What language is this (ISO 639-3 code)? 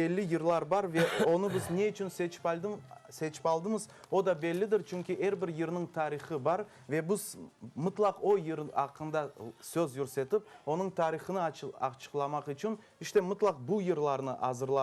crh